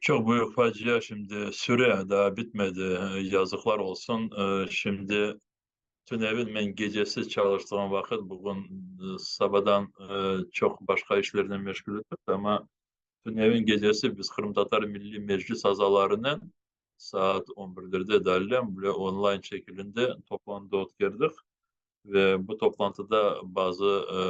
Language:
Crimean Tatar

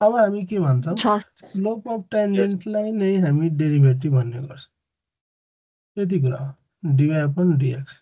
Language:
Nepali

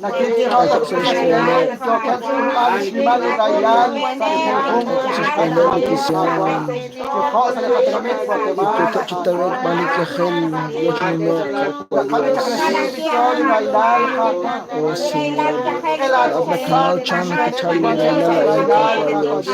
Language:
Kekchí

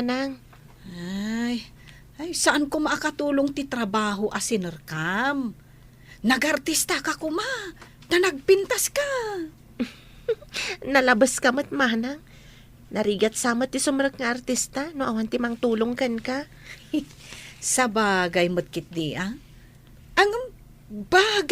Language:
Iloko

